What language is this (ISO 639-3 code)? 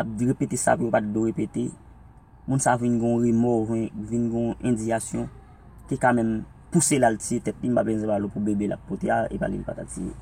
hat